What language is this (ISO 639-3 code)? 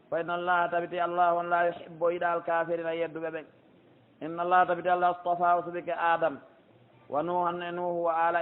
fuf